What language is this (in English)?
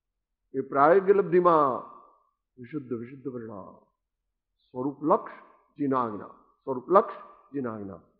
Gujarati